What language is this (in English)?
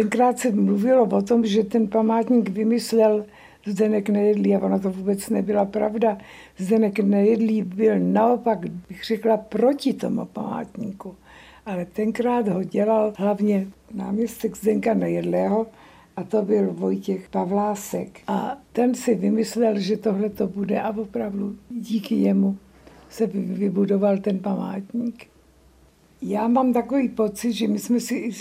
Czech